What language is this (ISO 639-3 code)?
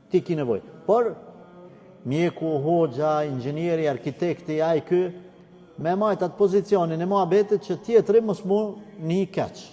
sqi